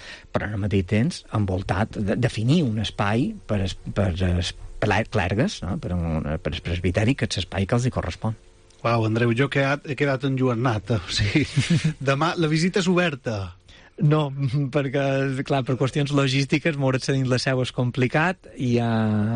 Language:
Catalan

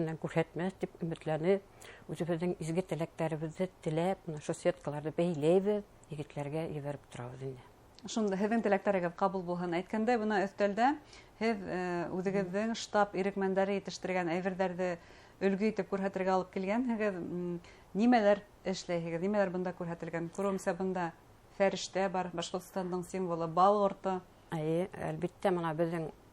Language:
Bashkir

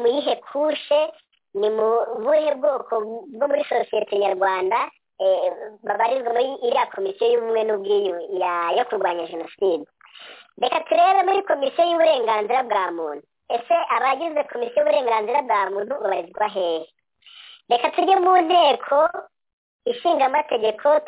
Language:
Kinyarwanda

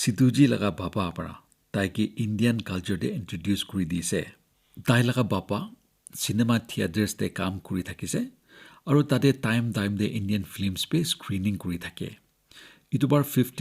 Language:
Naga Pidgin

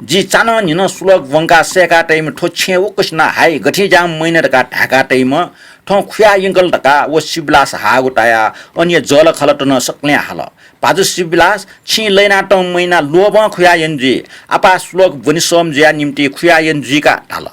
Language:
Newari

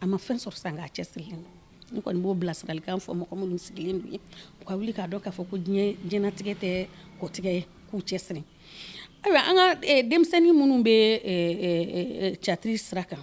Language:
Bambara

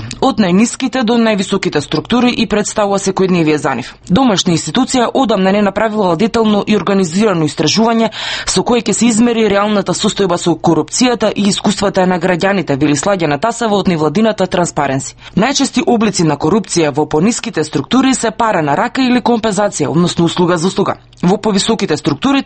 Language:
Macedonian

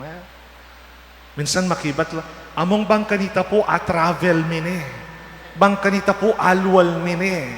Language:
Pampanga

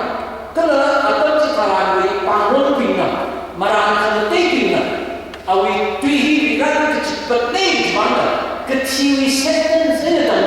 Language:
Tangkhul Naga (India)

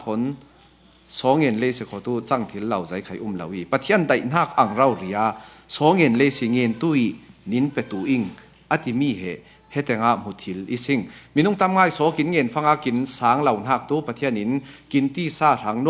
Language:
Falam Chin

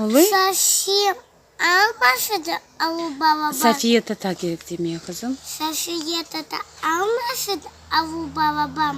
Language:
Crimean Tatar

